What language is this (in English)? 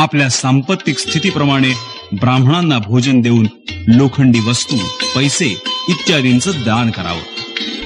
Marathi